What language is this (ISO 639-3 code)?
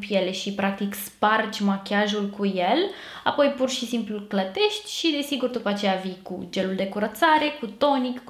ron